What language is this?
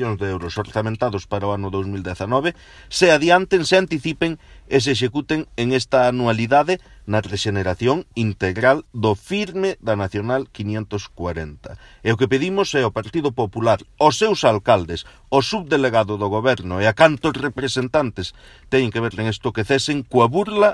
Galician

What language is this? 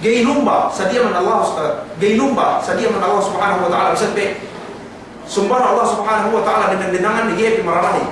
Yakan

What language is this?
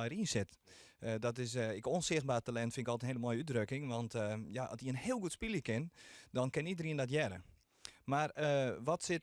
Western Frisian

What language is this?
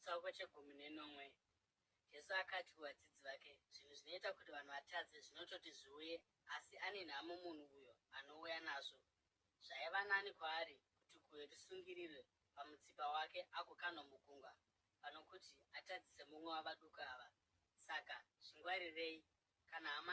Shona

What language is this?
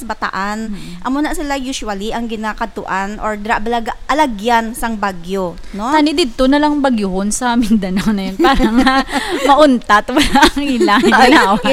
Hiligaynon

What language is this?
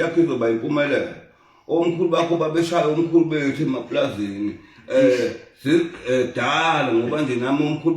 Zulu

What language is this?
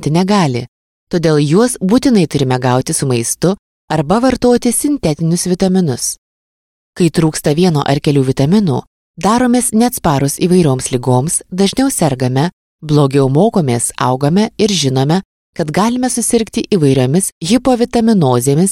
Lithuanian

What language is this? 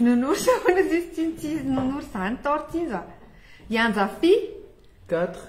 Malagasy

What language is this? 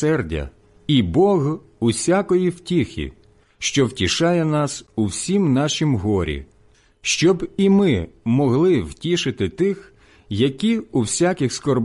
Ukrainian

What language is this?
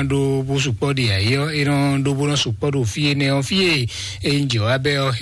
Fon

